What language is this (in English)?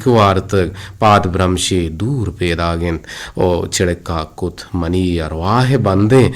Eastern Balochi